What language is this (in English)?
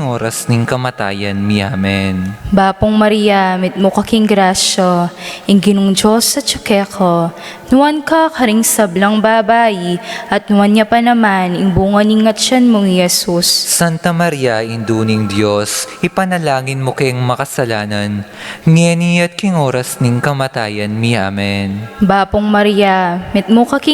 Pampanga